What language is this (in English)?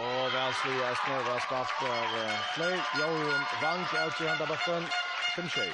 Faroese